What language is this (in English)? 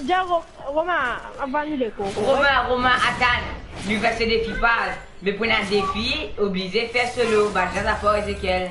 Morisyen